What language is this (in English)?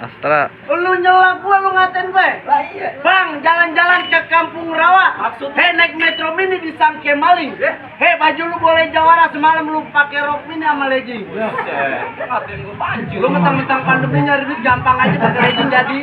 Betawi